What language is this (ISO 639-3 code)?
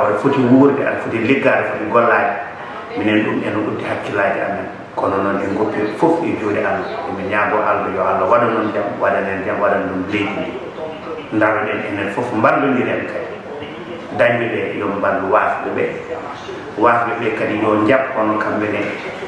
ful